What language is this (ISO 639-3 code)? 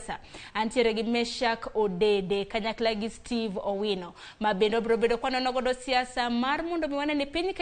luo